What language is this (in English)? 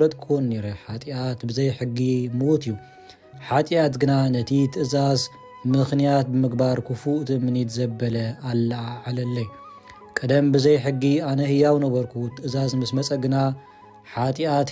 Tigrinya